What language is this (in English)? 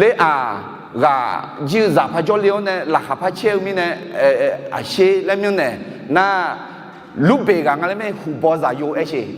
Akha